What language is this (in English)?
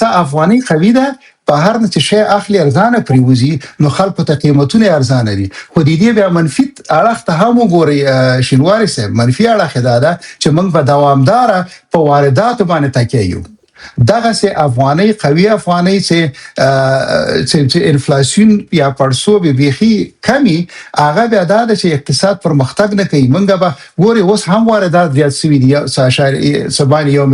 Pashto